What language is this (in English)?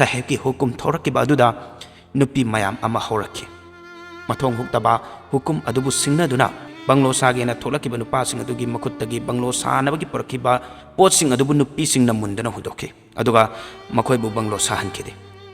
Manipuri